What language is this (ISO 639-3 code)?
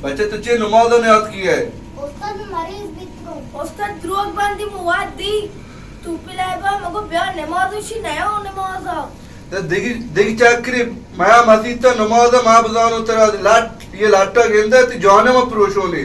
bal